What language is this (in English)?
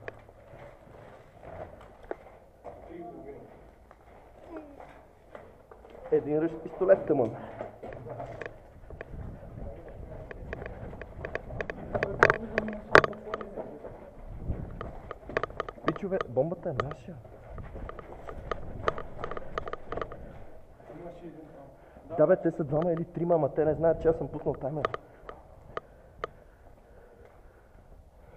Bulgarian